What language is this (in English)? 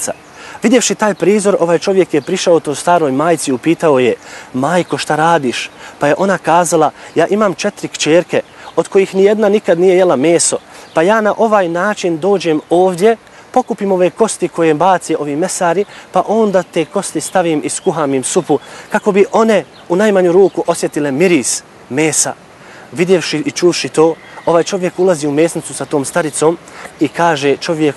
Bosnian